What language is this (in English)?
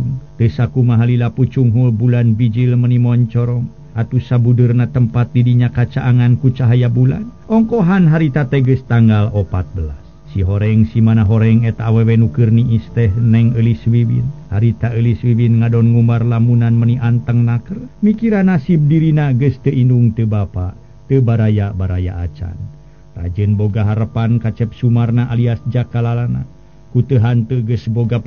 Sundanese